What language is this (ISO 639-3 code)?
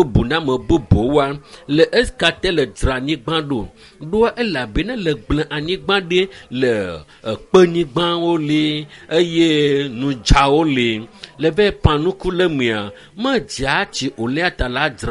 ewe